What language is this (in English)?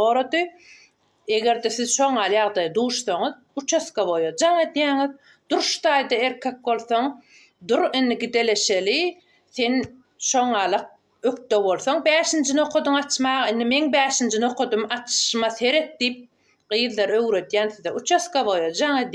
Turkmen